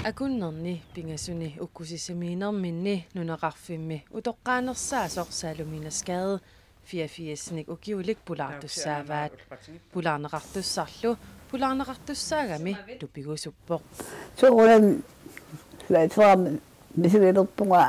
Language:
Kalaallisut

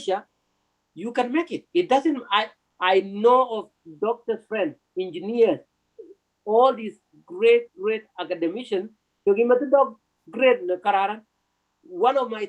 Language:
Kalenjin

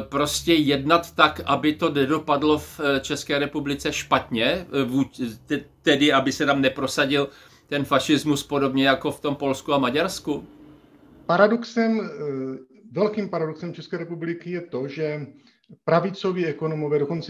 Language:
Czech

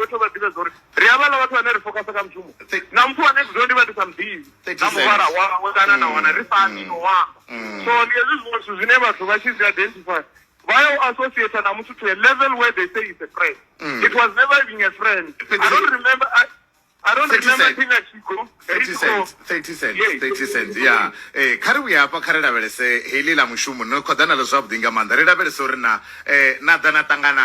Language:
Venda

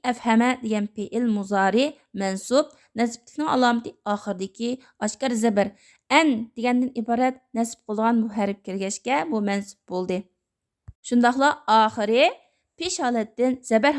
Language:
Uyghur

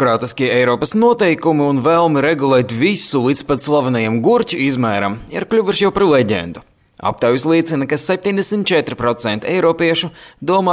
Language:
Latvian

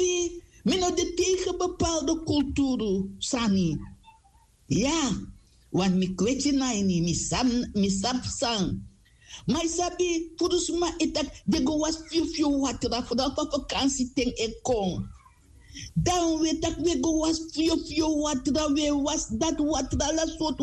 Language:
Sranan Tongo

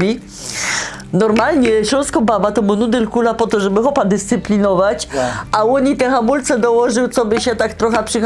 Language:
Silesian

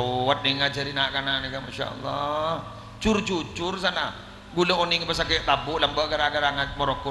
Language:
Madurese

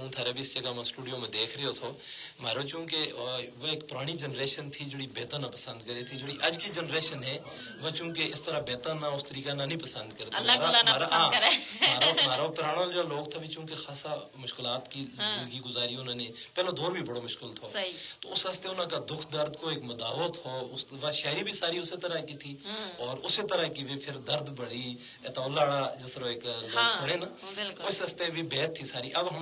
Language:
Gujari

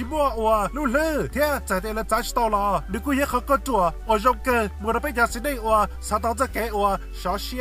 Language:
Hmong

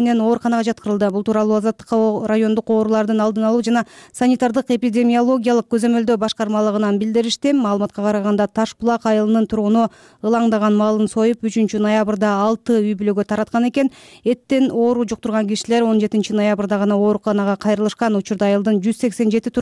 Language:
Kyrgyz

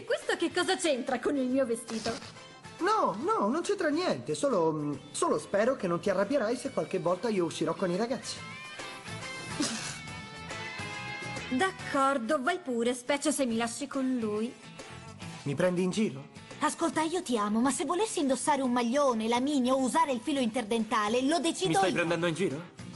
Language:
Italian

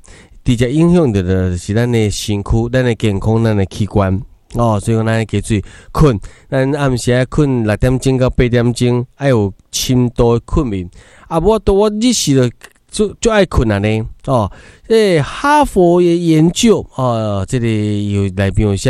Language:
Min Nan Chinese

